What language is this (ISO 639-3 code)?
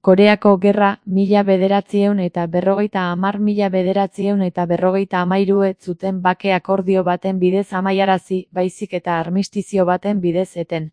eus